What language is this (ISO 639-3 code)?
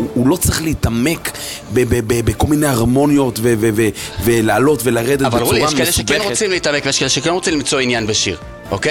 heb